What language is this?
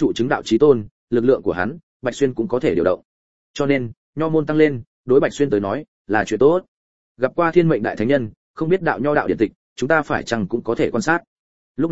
Vietnamese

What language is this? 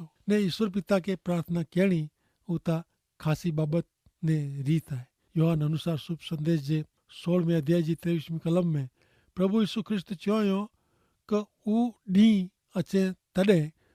Kachhi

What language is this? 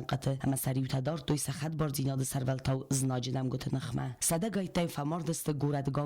Ossetic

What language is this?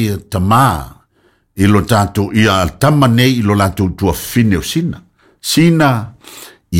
Samoan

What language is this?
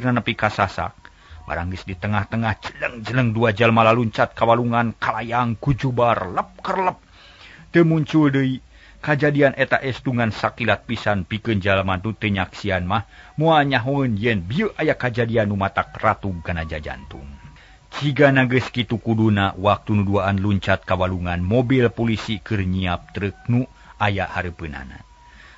Sundanese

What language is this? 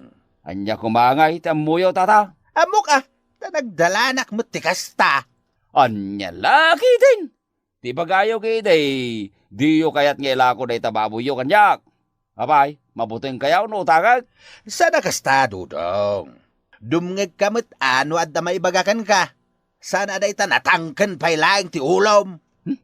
Iloko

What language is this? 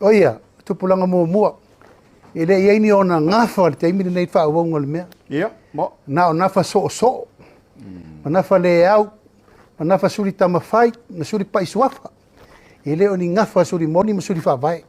Samoan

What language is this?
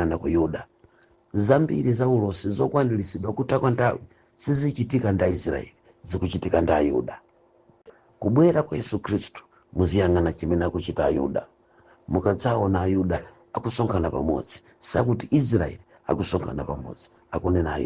Nyanja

